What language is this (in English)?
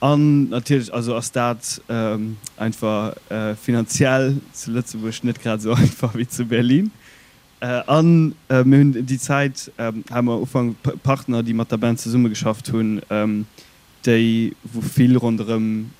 Luxembourgish